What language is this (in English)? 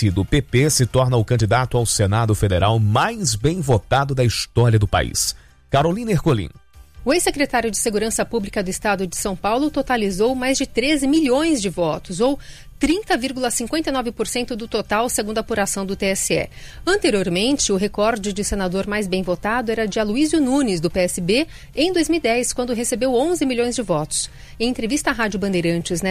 Portuguese